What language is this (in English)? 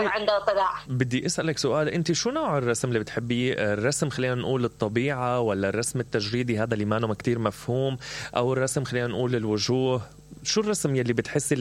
Mesopotamian Arabic